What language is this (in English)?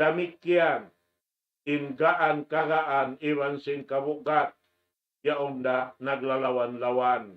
Tausug